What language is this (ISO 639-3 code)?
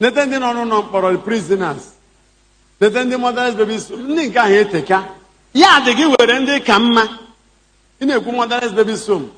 ibo